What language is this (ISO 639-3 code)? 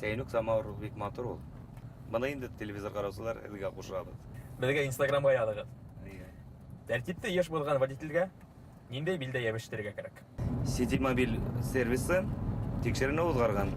bak